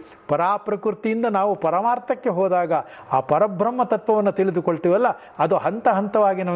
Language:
Kannada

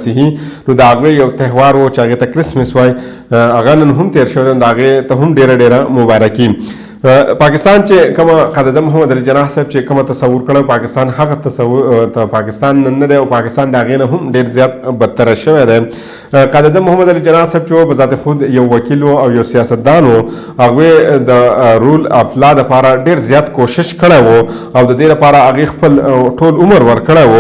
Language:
Pashto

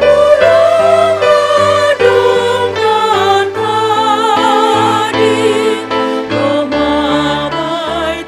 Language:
Batak Simalungun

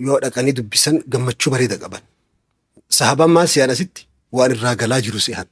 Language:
Oromo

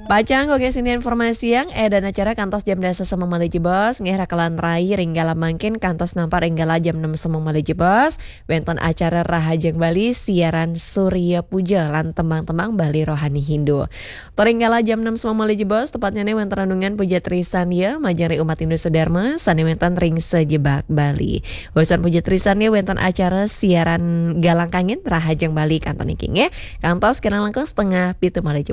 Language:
Balinese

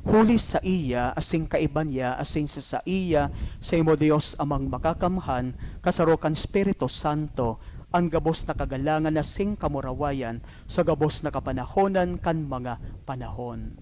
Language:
Bikol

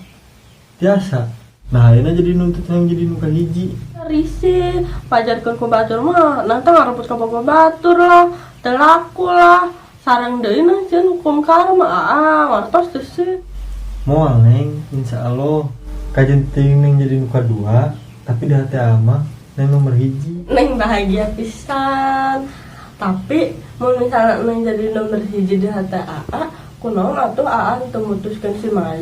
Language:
Sundanese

